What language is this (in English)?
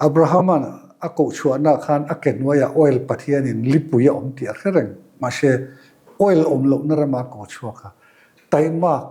Mizo